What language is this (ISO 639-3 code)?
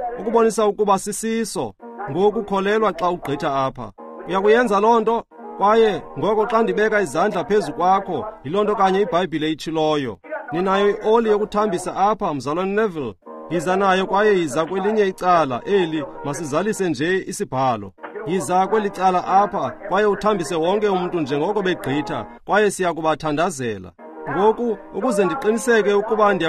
xho